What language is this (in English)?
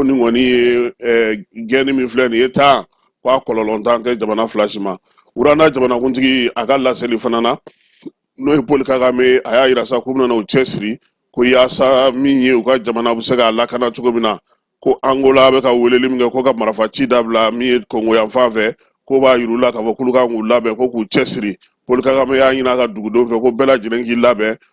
Bambara